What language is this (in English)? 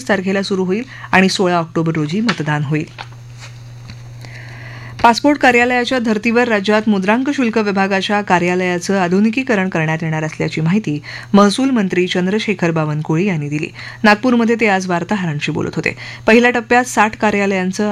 Marathi